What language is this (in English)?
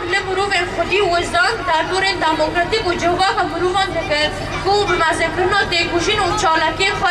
Kurdish